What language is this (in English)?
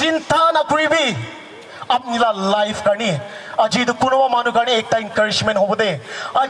Naga Pidgin